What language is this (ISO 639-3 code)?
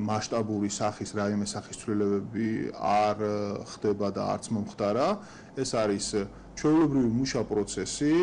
kat